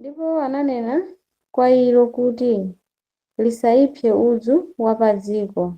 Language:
Nyanja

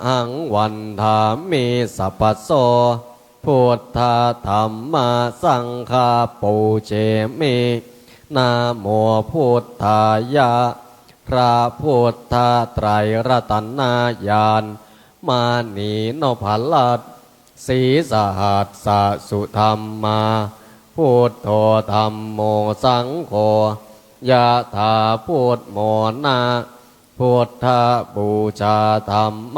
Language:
Pali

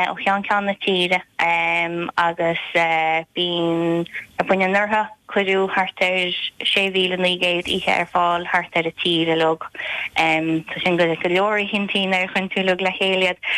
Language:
Irish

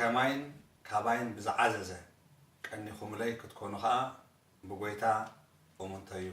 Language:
Tigrinya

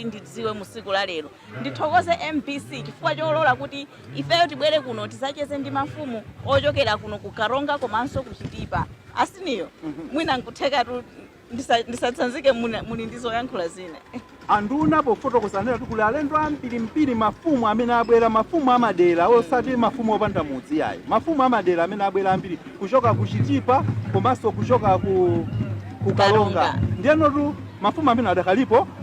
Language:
Nyanja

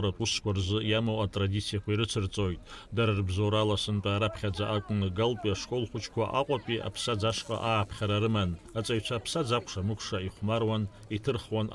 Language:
Abkhazian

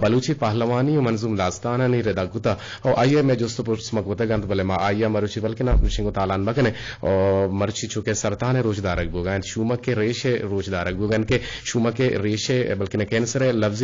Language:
Eastern Balochi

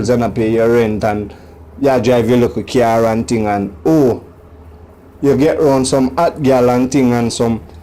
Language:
Jamaican Creole English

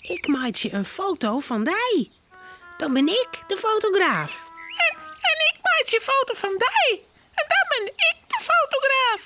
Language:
Western Frisian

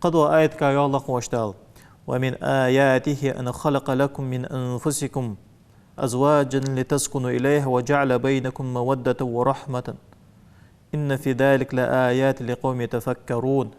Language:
Ingush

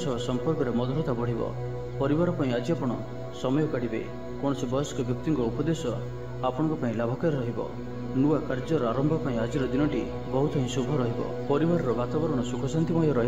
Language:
Odia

